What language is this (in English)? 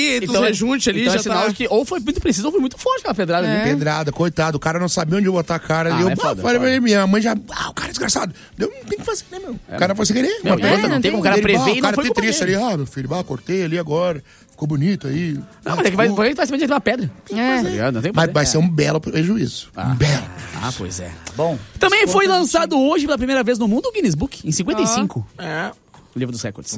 Portuguese